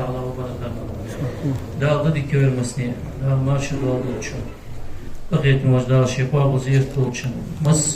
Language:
Ingush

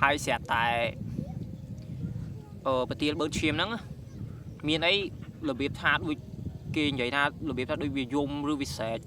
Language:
Khmer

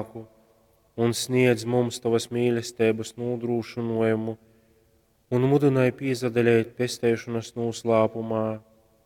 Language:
Latgalian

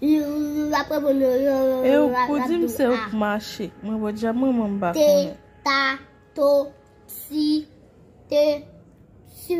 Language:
Haitian Creole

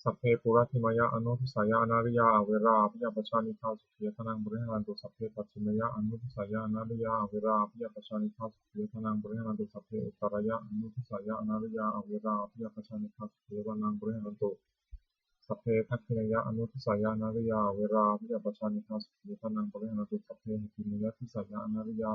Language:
Pali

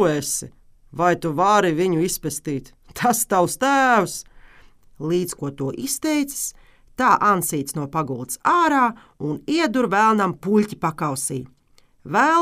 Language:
Latvian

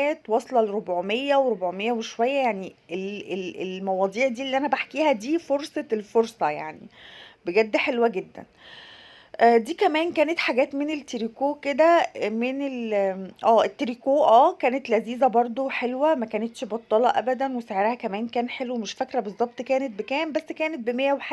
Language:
Egyptian Arabic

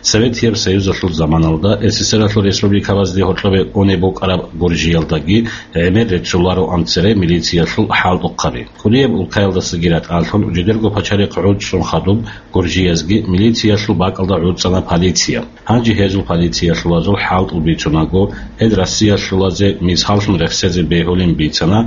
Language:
Avaric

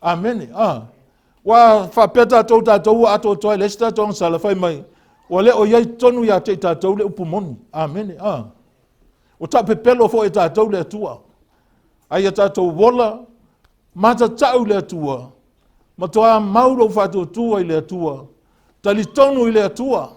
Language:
Samoan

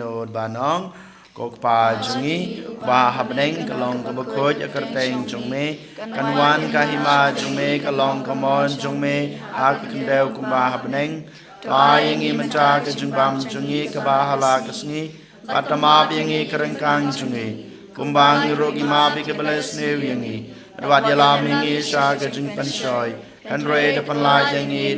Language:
Khasi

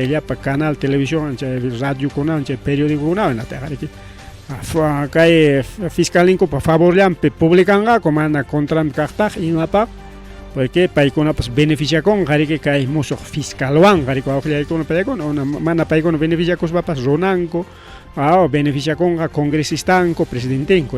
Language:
Ayacucho Quechua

